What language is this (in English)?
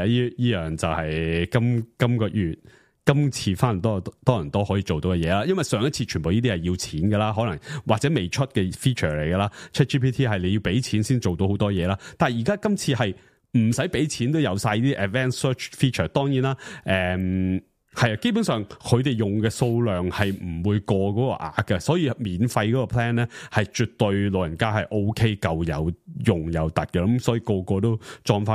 Cantonese